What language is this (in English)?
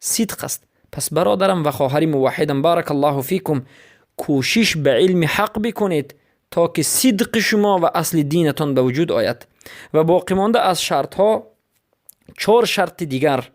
Persian